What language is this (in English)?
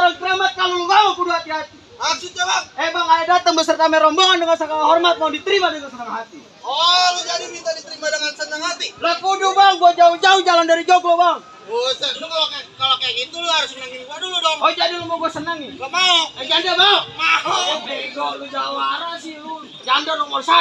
Betawi